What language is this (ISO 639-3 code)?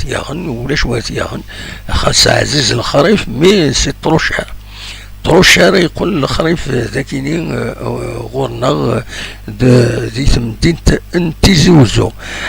kab